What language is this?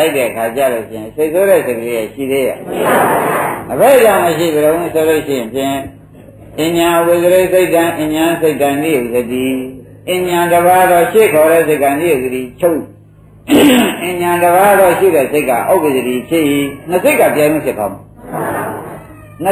Burmese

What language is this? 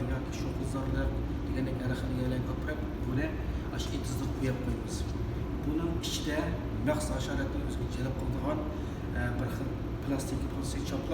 Uyghur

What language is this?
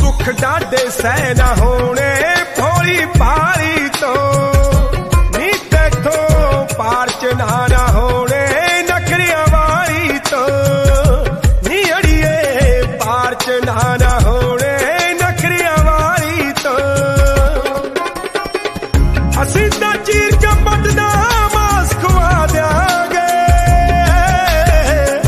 Punjabi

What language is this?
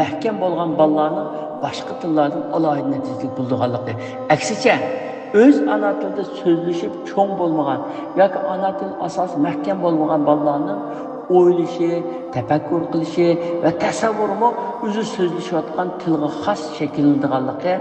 Uyghur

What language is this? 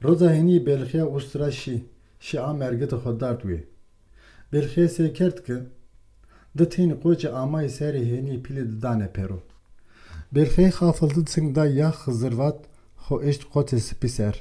Zaza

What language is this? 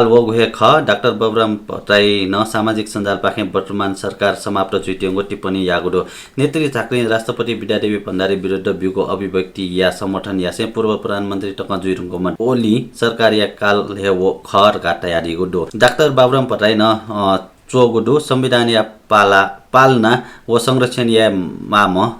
Newari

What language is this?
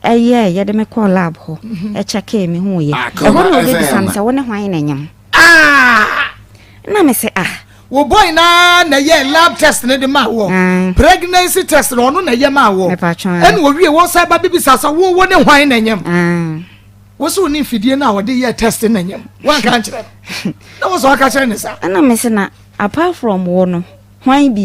Akan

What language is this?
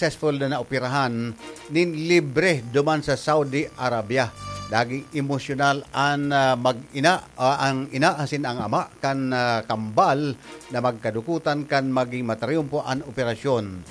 Bikol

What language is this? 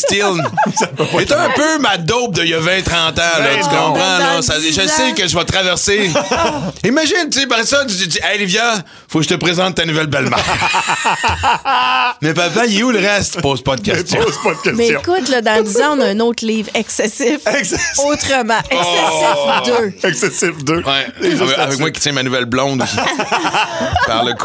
French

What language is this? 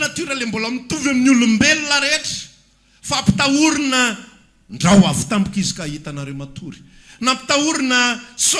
Malagasy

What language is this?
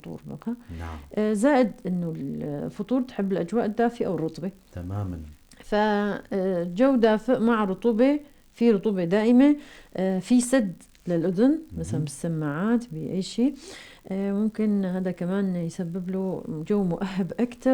North Levantine Arabic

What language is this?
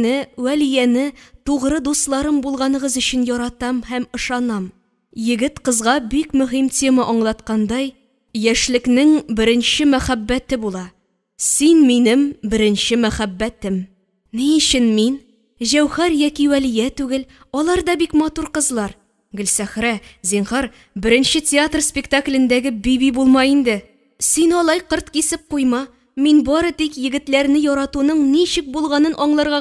Tatar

